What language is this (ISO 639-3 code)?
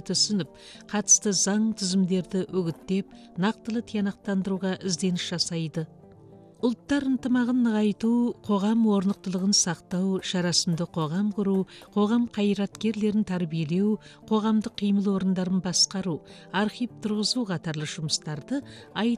kaz